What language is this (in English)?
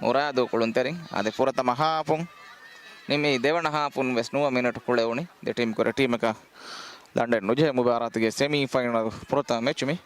Divehi